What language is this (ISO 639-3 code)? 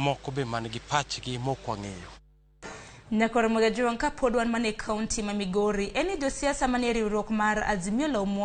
luo